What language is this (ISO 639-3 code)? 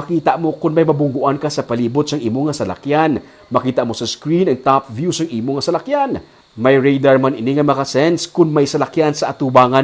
hil